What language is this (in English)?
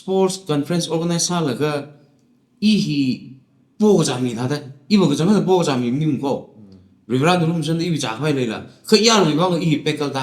Tangkhul Naga (India)